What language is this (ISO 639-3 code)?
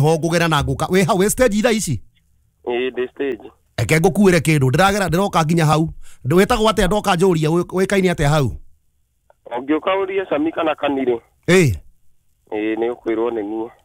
kik